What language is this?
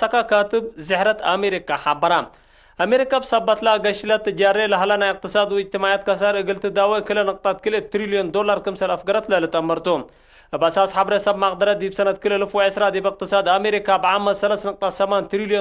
Tigre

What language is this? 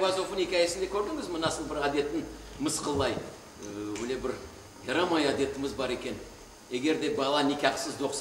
Crimean Tatar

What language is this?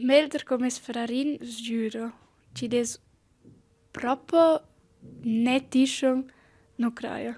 Romansh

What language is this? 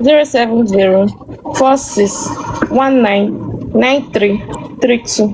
Igbo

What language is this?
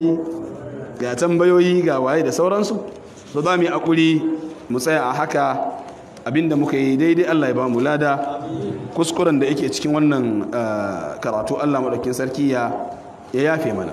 Hausa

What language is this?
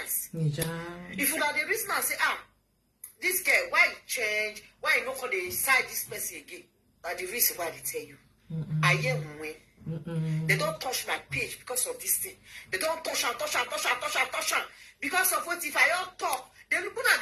Nigerian Pidgin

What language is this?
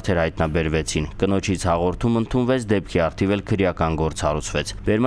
Armenian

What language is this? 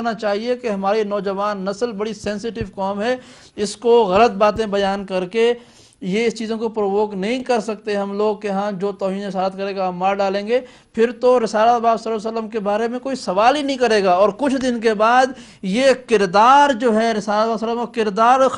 Urdu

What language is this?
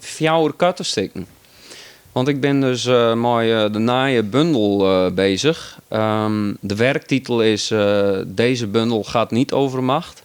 Western Frisian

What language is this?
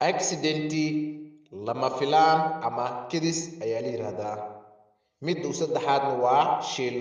Somali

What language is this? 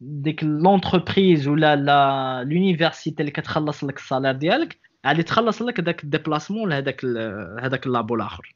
Moroccan Arabic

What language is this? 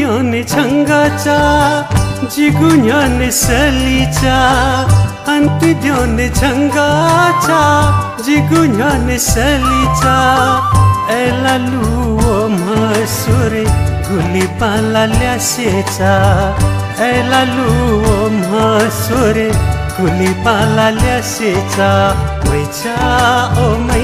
Newari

